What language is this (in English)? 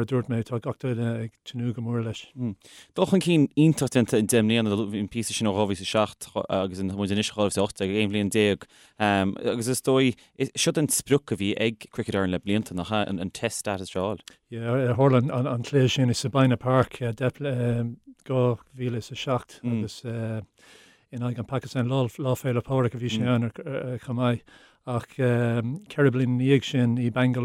Irish